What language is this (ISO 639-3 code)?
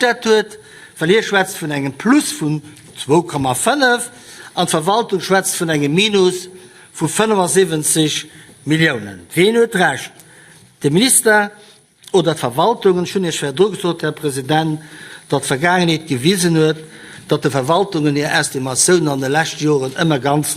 ltz